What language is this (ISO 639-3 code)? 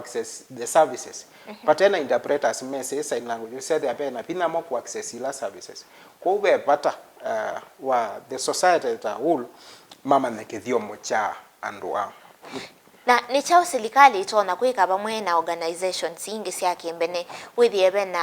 kam